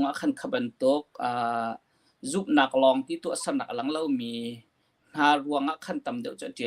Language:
Hakha Chin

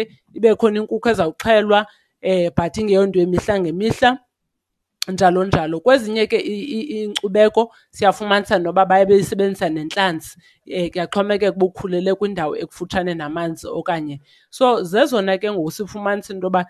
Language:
Xhosa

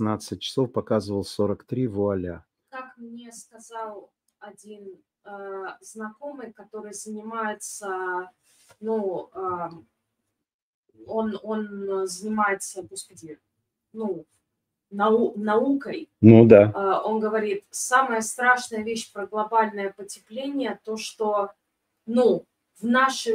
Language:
Russian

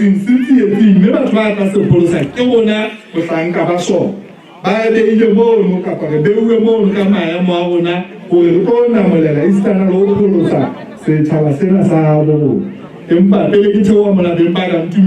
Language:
Southern Sotho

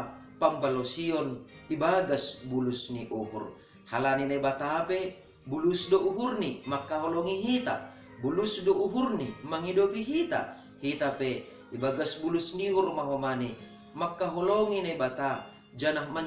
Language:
Batak Simalungun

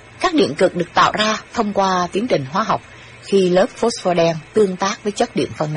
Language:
Vietnamese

